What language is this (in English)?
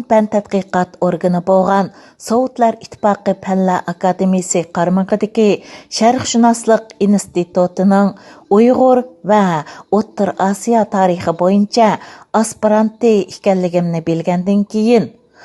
Uyghur